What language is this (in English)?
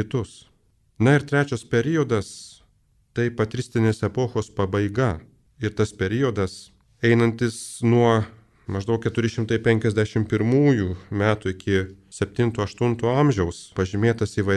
Lithuanian